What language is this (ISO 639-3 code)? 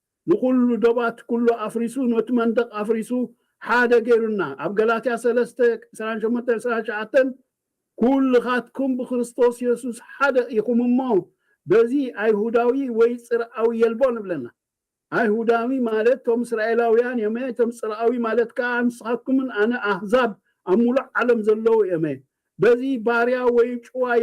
tir